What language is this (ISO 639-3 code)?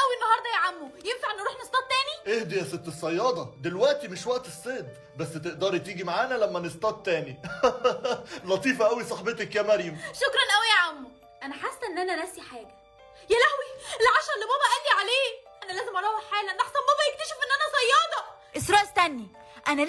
arz